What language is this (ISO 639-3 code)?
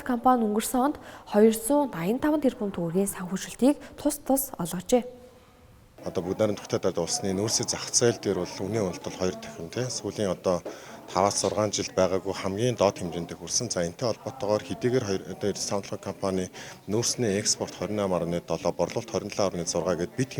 mon